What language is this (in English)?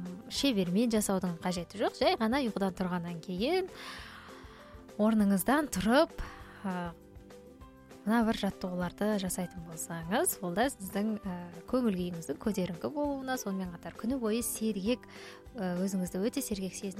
Kazakh